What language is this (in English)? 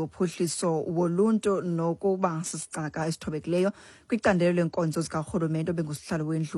Xhosa